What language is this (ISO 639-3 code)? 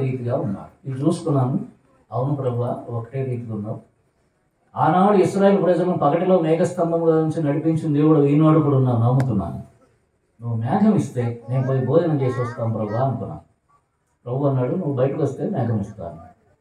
tel